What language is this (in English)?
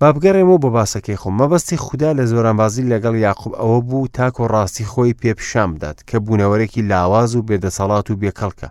Central Kurdish